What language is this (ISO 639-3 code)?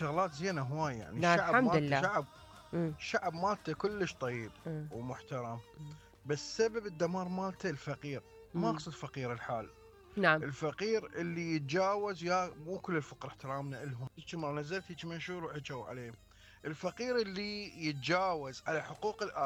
acm